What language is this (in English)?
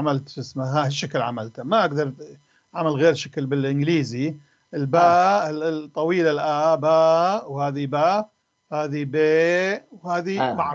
North Levantine Arabic